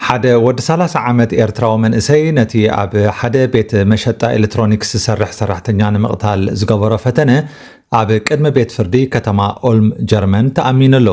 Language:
Tigrinya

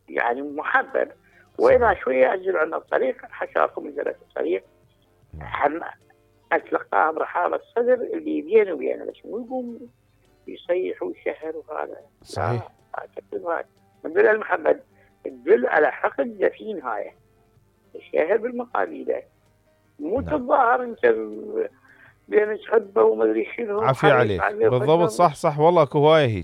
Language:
Mesopotamian Arabic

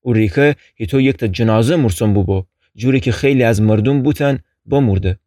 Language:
Gilaki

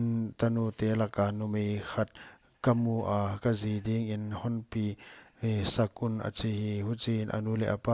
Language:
Paite Chin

